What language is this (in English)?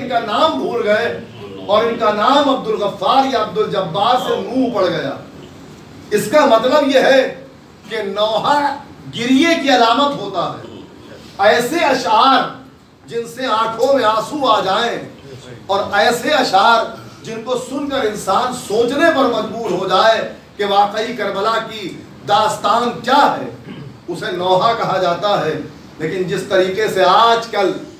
Urdu